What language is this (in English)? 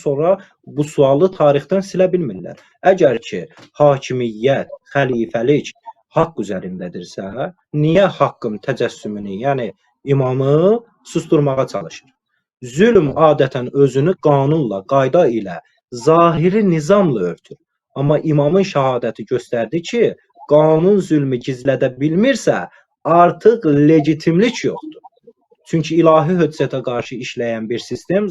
Azerbaijani